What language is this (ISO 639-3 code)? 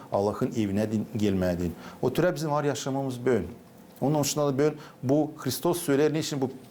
gag